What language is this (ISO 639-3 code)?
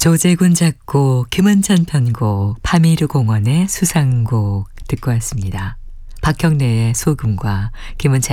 kor